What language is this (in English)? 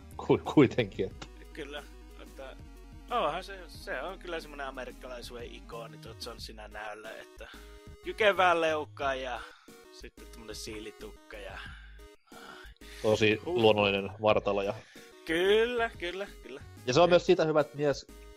Finnish